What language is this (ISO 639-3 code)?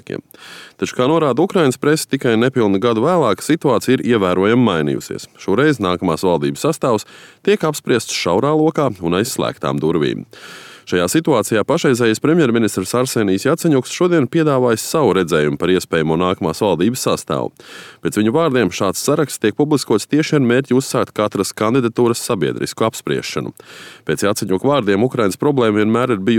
lav